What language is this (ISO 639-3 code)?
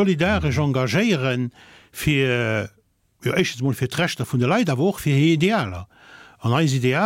ltz